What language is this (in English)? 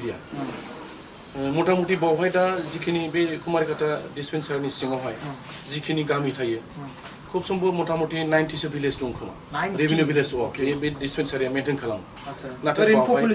Bodo